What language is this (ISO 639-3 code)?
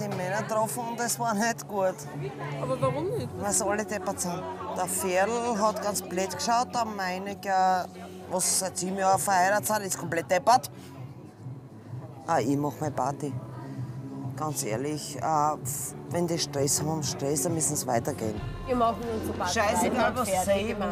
deu